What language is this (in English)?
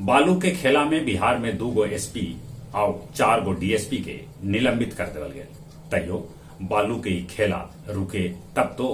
Magahi